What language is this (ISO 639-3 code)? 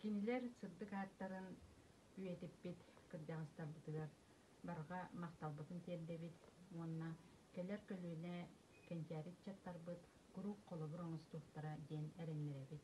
sah